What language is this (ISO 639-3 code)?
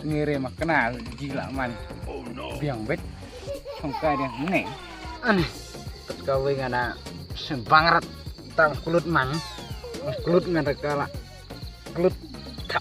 kha